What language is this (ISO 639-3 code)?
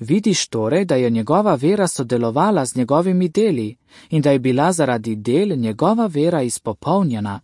slv